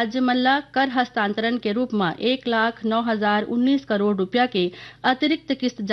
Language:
Chhattisgarhi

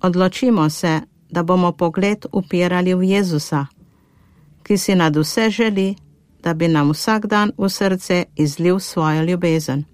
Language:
Slovenian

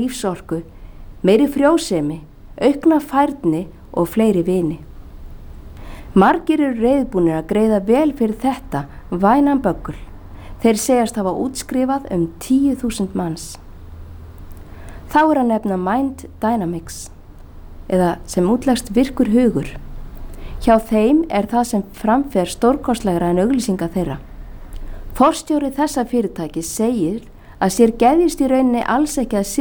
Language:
Icelandic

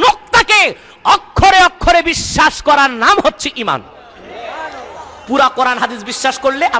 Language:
Bangla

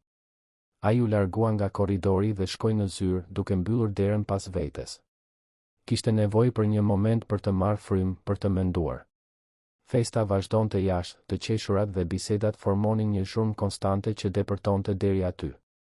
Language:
Albanian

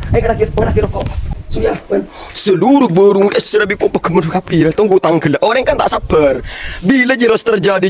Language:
Madurese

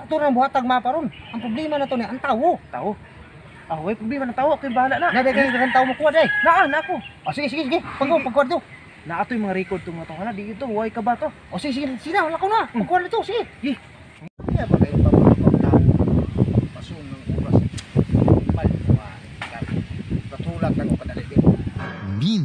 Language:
Cebuano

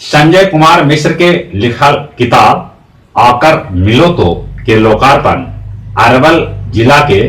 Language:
Magahi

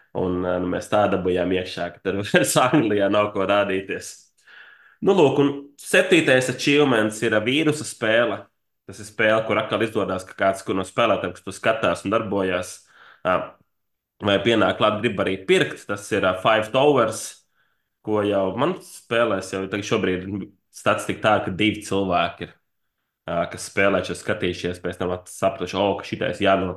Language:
Latvian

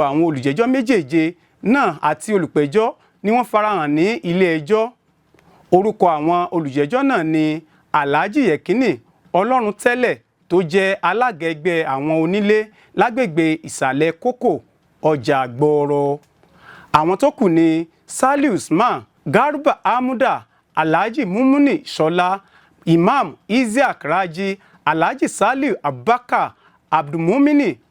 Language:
Yoruba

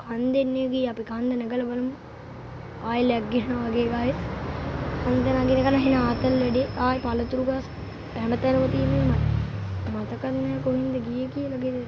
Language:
Sinhala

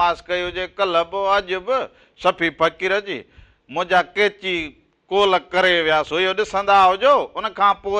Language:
Sindhi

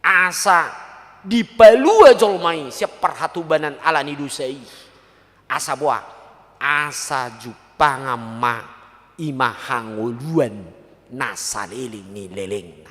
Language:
Batak Toba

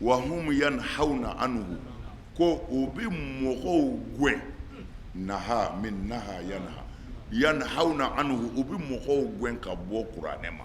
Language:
Bambara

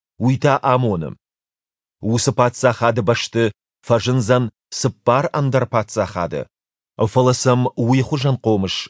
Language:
Ossetic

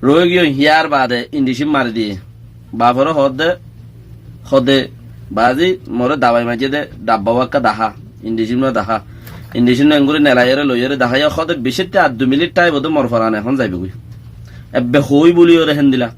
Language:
Rohingya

